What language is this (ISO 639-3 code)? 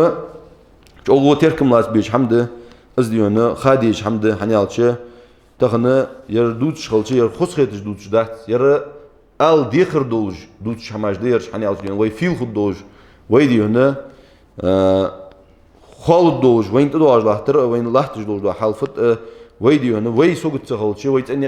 inh